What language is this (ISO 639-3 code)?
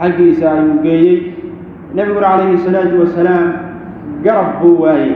som